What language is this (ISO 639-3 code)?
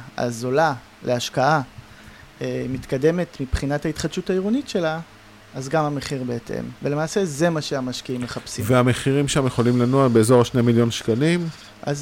heb